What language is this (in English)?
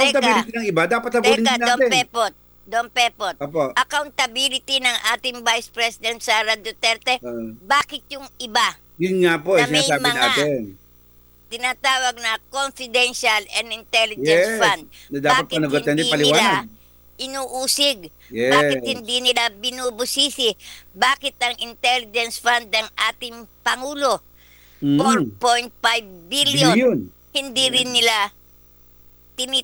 Filipino